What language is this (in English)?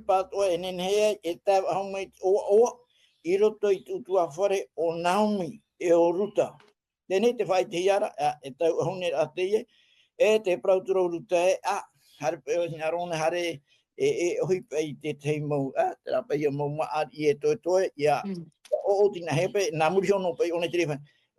Tahitian